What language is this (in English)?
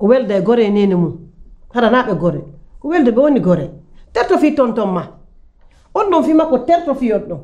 Pular